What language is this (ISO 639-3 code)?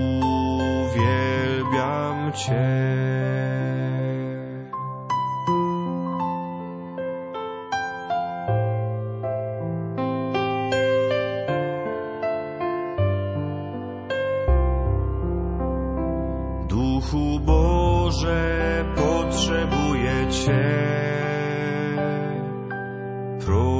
pol